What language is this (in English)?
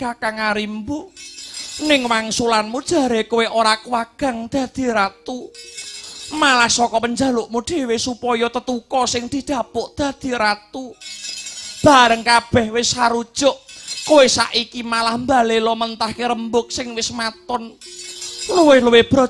Javanese